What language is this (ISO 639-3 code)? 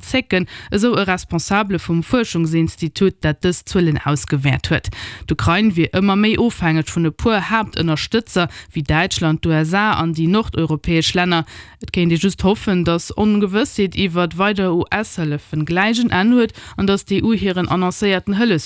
ltz